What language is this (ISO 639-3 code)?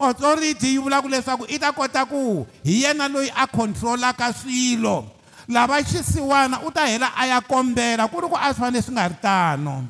tso